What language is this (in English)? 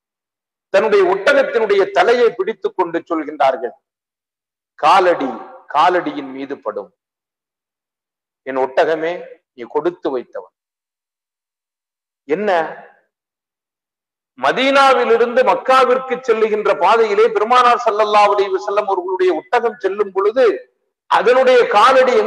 Tamil